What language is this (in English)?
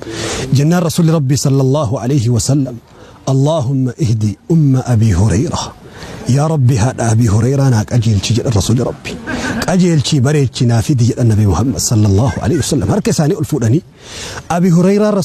Oromo